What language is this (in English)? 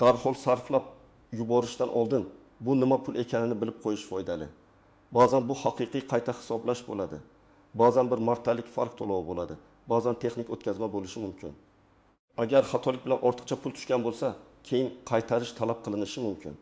Uzbek